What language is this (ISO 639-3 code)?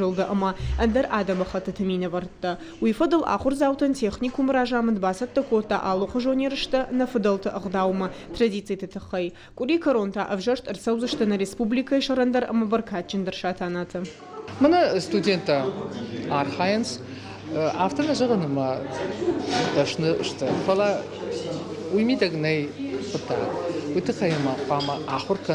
oss